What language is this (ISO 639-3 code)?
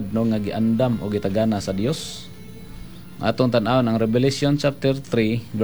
ceb